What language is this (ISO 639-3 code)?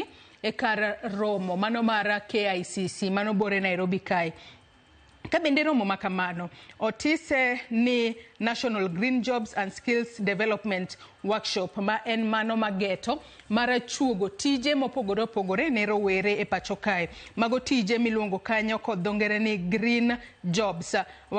luo